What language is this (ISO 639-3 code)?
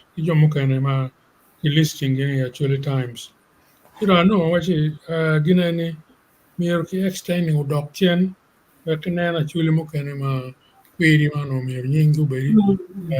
ach